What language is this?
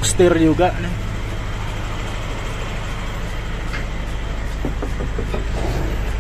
Indonesian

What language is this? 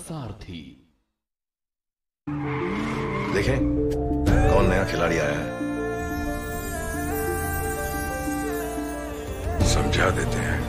Hindi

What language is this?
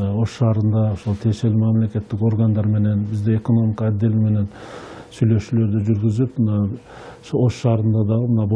Kyrgyz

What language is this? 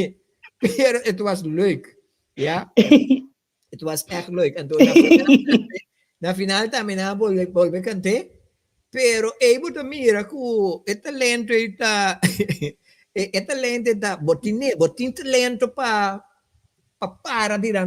Papiamento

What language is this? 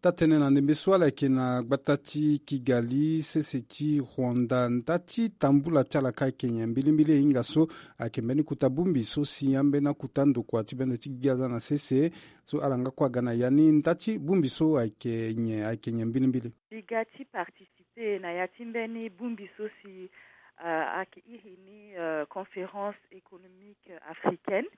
Sango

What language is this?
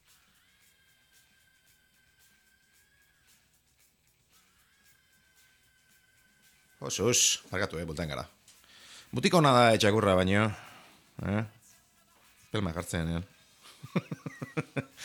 Basque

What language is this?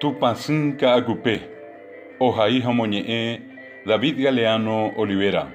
Guarani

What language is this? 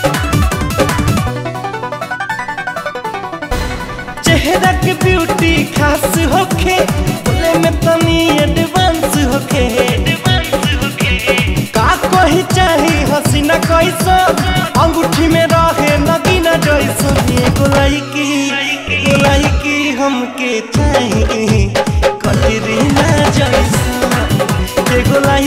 Bhojpuri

